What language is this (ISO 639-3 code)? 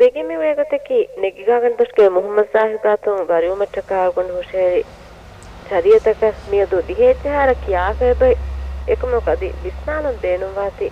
div